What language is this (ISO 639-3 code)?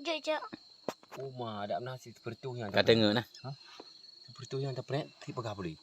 ace